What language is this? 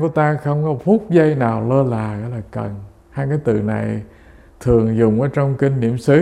Vietnamese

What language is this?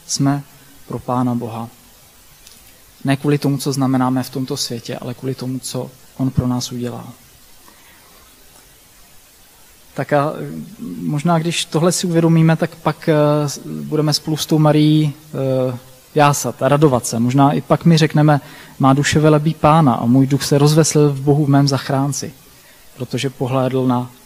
Czech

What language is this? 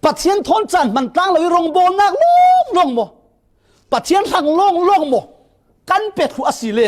Falam Chin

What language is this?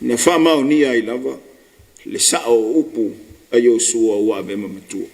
Samoan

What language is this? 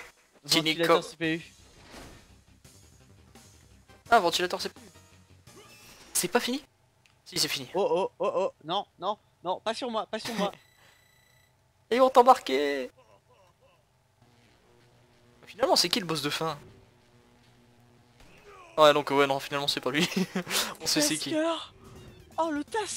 French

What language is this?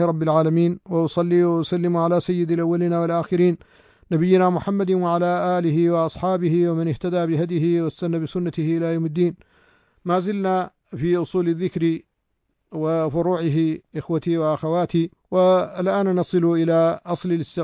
Arabic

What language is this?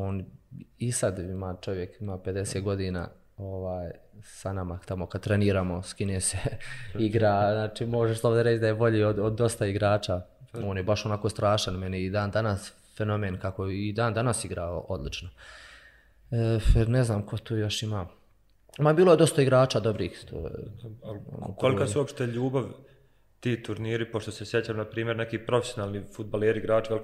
Bosnian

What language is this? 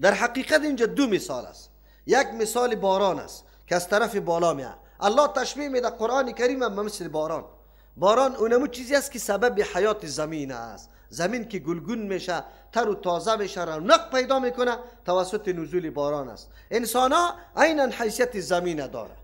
Persian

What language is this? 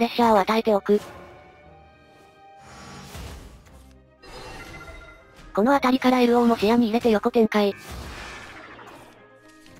Japanese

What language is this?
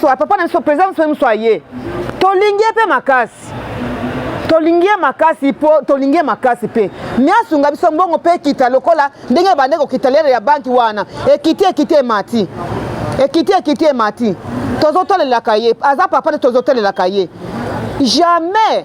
Lingala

